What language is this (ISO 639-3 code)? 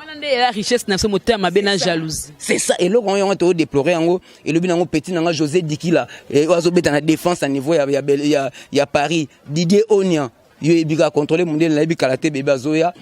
lin